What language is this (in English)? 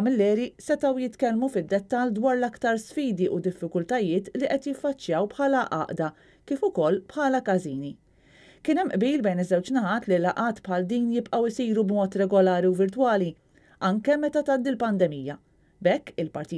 Maltese